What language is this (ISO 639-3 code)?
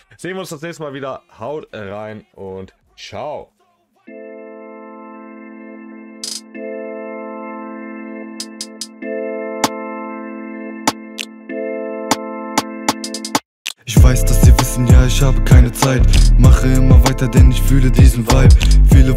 deu